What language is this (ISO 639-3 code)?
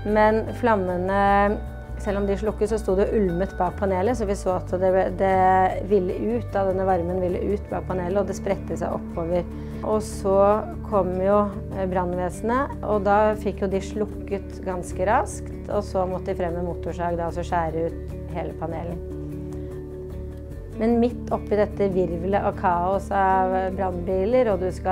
nor